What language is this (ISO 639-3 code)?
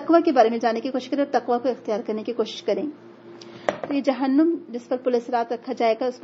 urd